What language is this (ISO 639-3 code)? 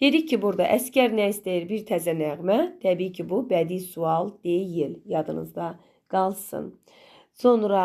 aze